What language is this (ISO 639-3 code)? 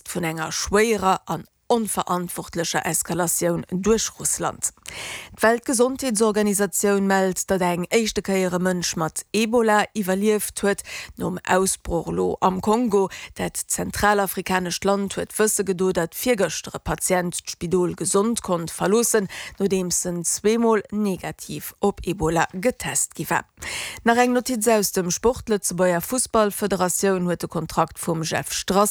ltz